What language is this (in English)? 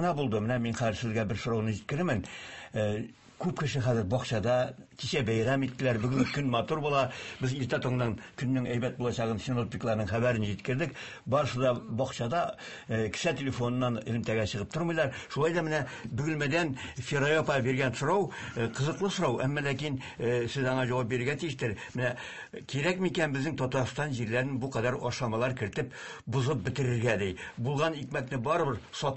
Tatar